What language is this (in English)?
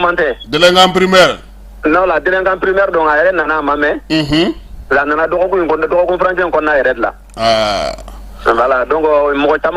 Bambara